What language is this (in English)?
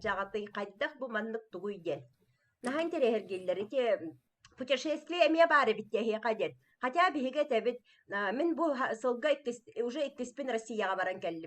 Yakut